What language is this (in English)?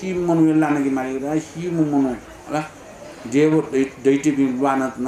Newari